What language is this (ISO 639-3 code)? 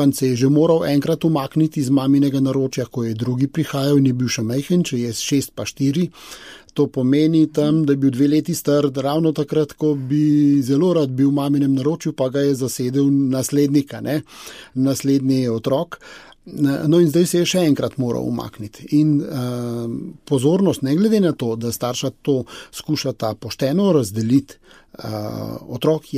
slv